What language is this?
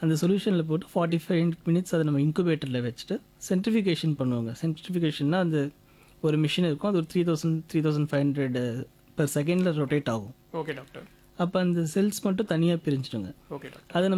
Tamil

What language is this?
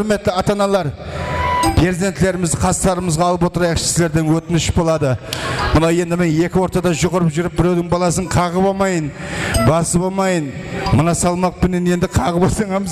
Kara-Kalpak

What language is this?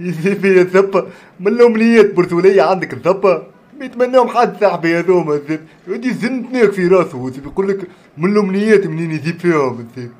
Tunisian Arabic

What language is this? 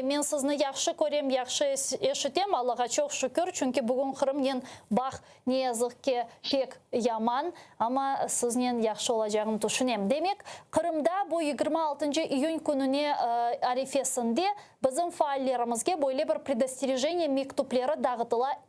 Crimean Tatar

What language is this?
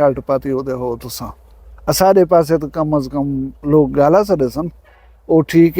Saraiki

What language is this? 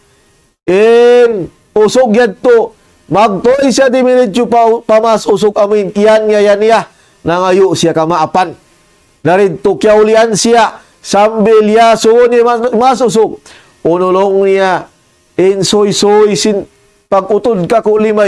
Tausug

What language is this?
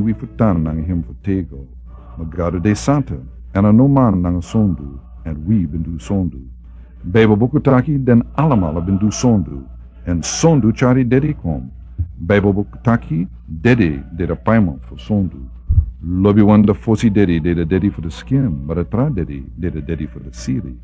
Sranan Tongo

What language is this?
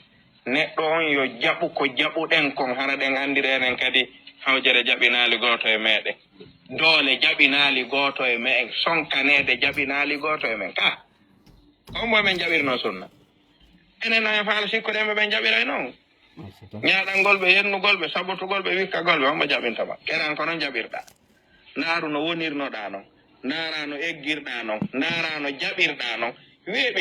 Fula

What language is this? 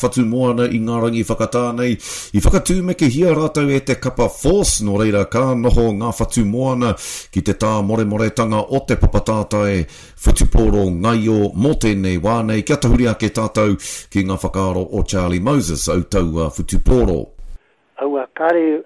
Māori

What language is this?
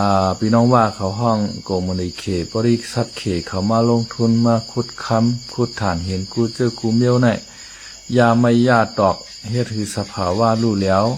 Shan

